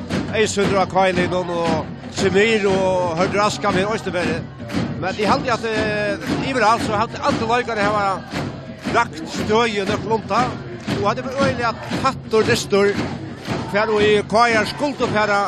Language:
Faroese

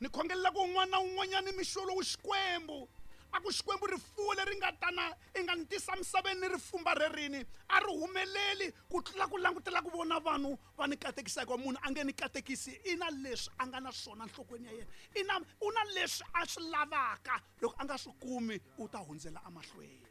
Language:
Tsonga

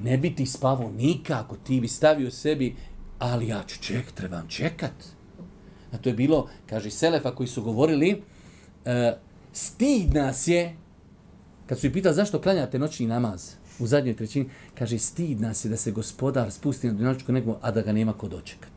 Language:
Bosnian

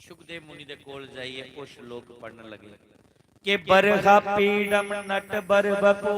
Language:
Dogri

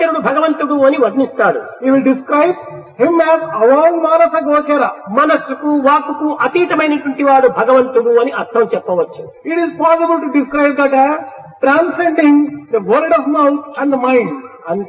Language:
Telugu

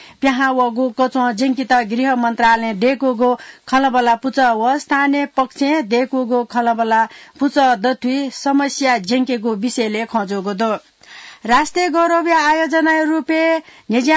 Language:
Newari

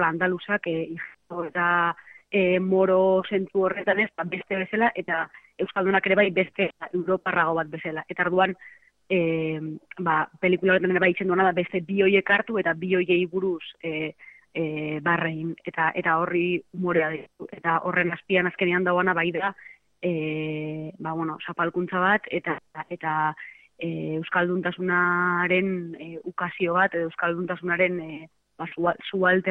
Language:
Basque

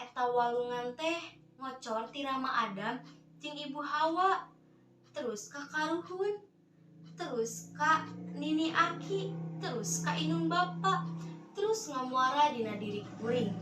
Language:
Sundanese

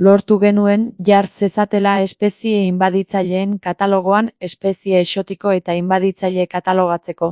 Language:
Basque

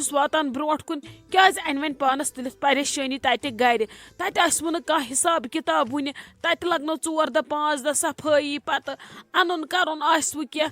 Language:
Kashmiri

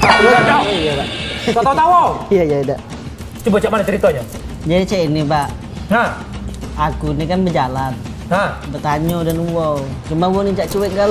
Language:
Musi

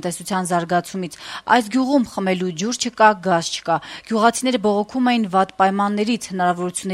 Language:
Armenian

